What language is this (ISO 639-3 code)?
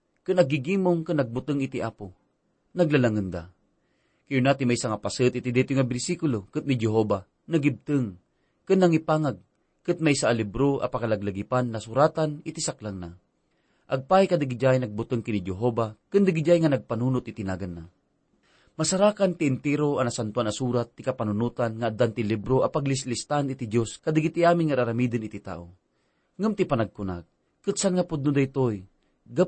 ilo